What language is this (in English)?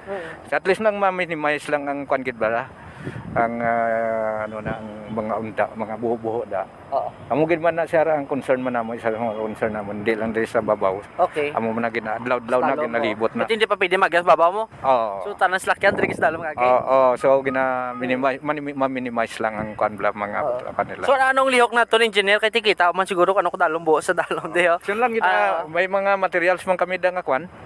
Hiligaynon